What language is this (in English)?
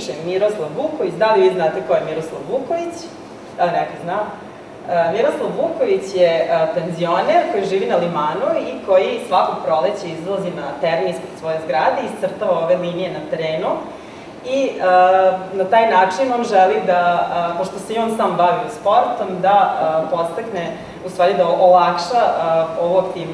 Serbian